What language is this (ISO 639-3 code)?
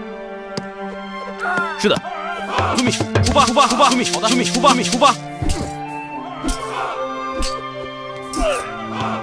zho